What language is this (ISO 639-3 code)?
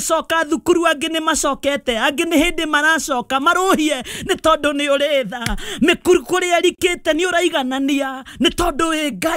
kik